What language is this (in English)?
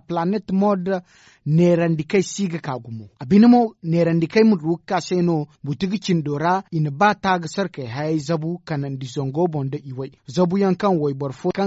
Zarma